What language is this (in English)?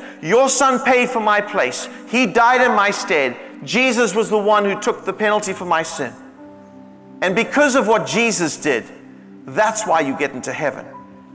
English